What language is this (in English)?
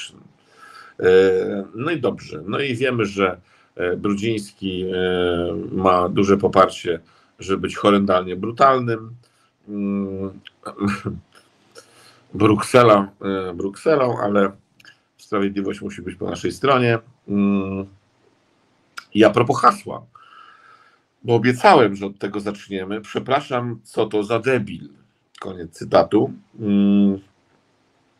Polish